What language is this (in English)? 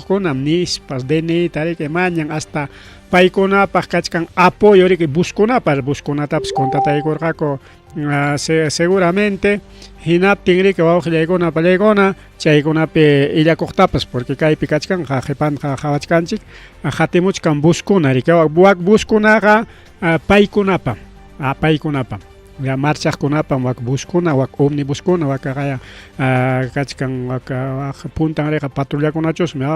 Ayacucho Quechua